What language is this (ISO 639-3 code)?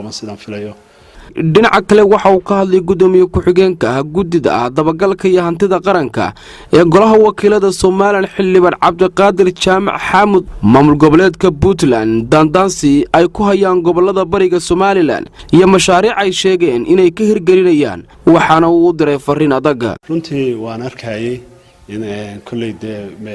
som